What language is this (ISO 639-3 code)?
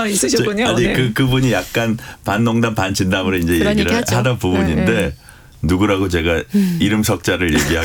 kor